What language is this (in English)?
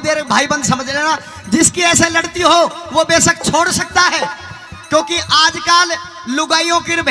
Haryanvi